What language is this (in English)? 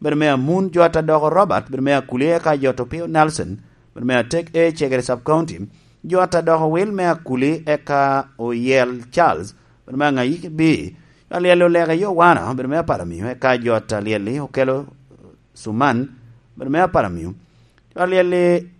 Lango (Uganda)